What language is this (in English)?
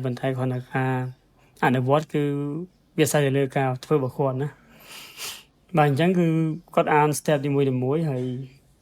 Khmer